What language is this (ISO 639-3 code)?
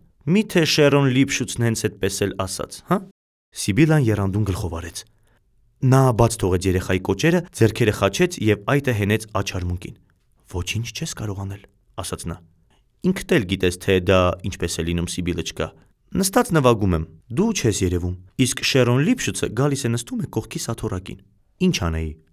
hye